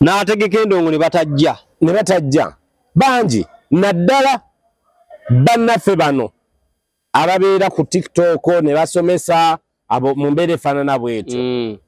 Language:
Ganda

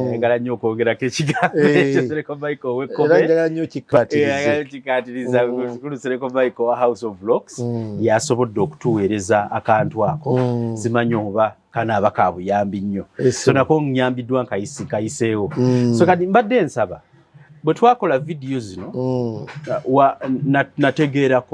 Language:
Ganda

